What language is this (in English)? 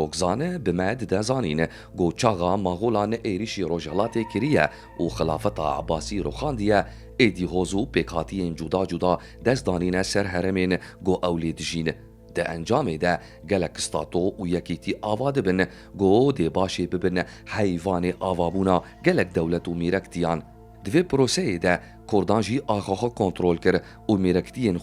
Kurdish